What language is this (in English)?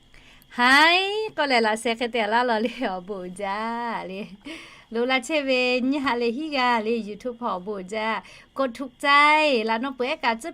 Lahu